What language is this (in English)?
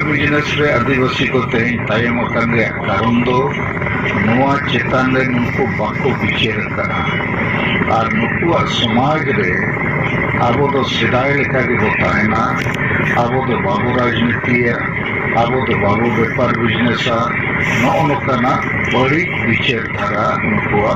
Santali